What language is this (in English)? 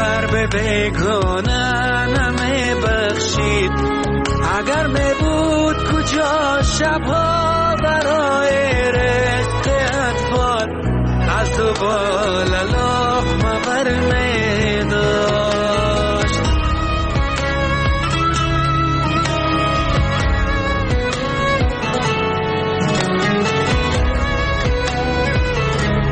Persian